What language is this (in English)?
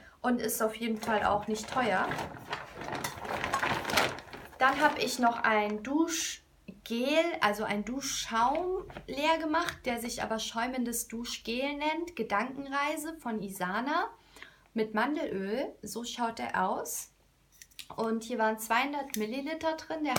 German